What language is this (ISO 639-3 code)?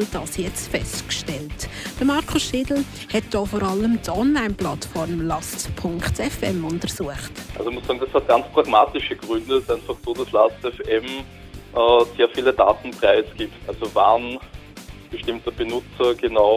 deu